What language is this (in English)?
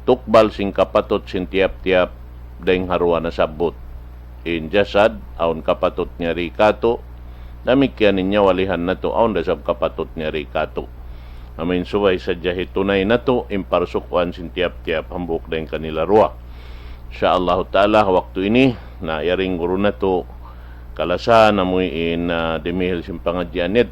Tausug